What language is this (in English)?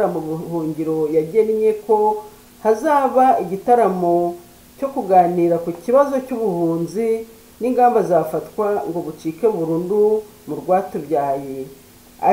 Kinyarwanda